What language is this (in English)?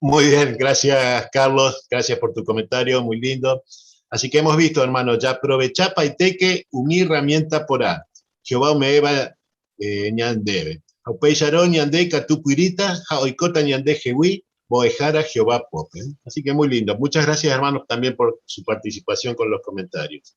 Guarani